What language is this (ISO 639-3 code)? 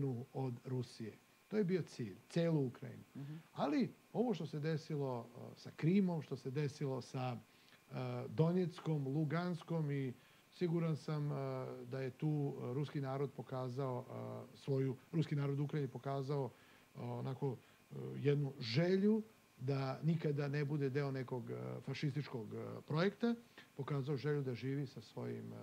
srp